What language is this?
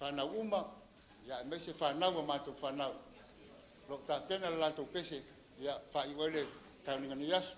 Samoan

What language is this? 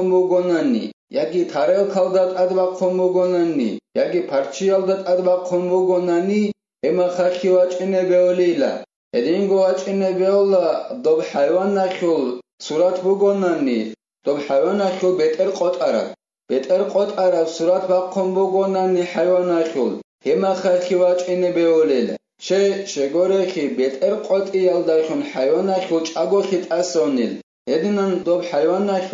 Avaric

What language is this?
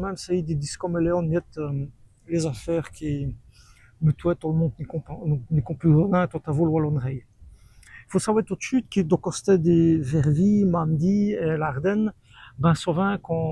Walloon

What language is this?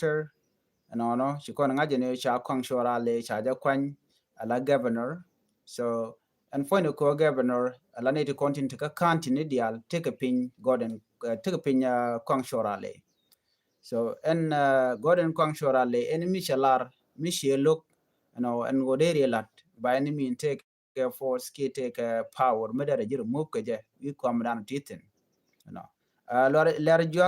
Nuer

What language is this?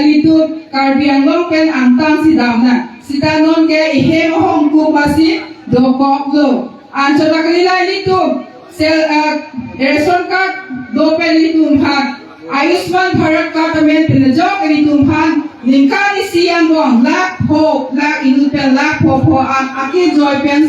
Karbi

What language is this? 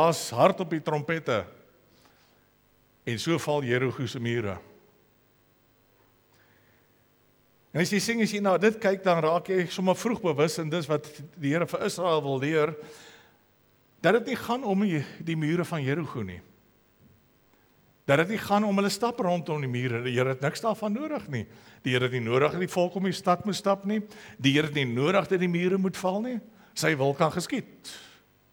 Afrikaans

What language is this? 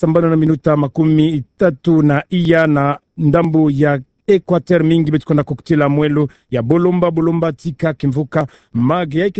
Kituba (Democratic Republic of Congo)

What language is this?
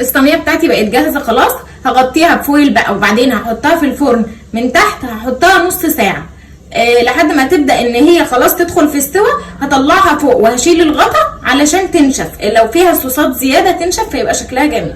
Egyptian Arabic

